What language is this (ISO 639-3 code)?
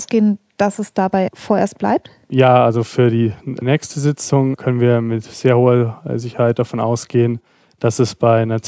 deu